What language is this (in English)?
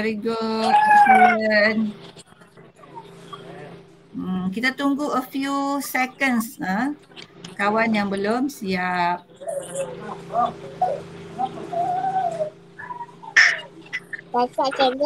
Malay